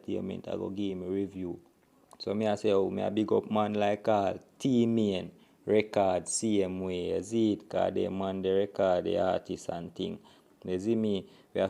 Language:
Jamaican Creole English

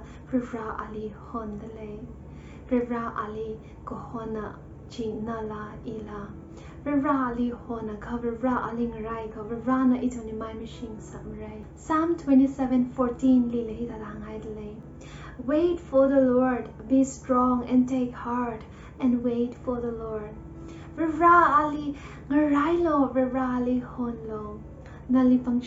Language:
Tangkhul Naga (India)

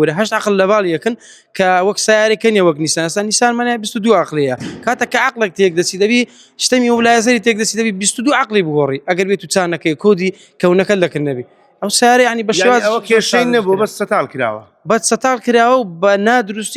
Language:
Central Kurdish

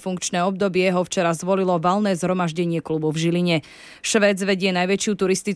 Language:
Slovak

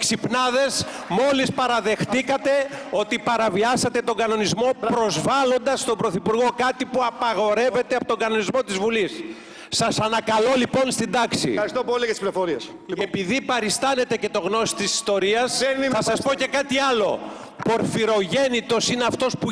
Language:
Greek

